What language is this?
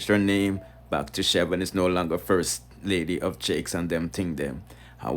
Jamaican Creole English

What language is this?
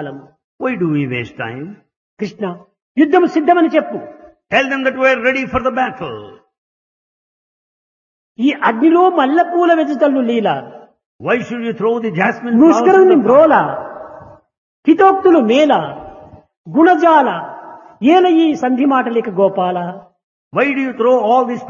Telugu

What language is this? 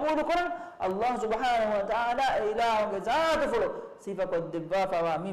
Divehi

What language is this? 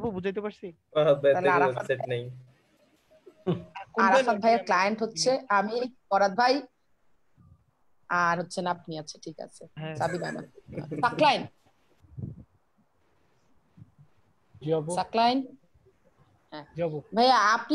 Bangla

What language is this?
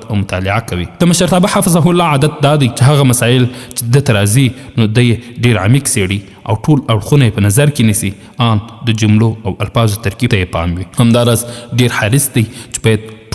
Pashto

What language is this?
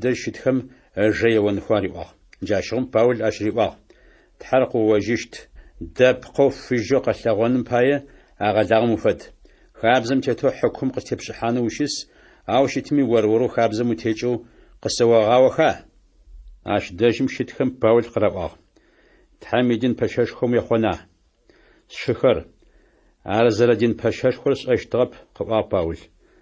Adyghe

